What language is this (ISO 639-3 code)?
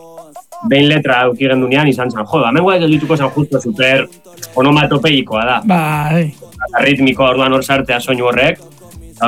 eus